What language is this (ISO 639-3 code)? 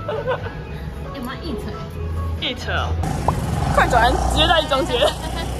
zho